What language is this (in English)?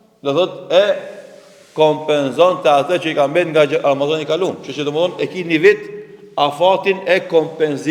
Albanian